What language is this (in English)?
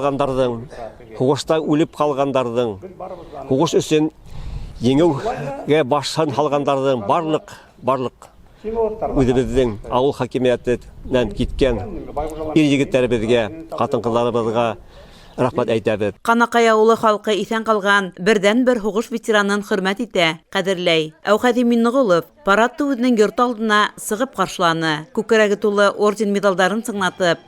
Bashkir